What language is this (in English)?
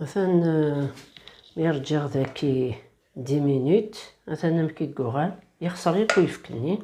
Kabyle